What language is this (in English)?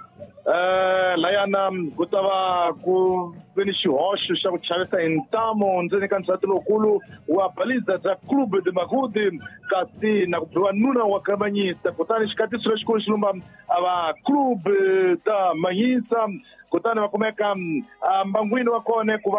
Tsonga